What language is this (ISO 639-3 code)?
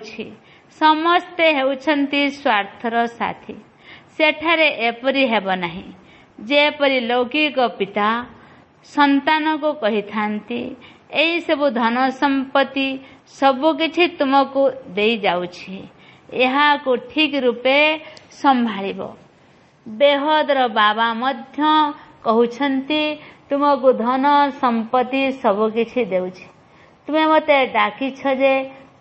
ori